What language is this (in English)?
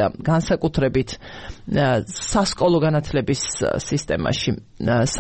Georgian